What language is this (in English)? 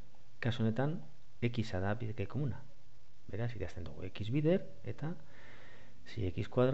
Basque